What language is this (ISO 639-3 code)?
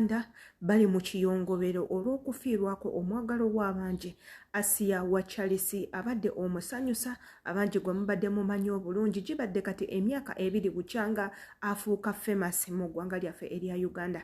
lug